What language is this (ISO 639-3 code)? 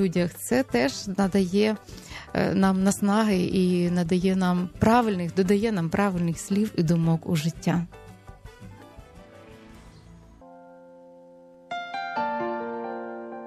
ukr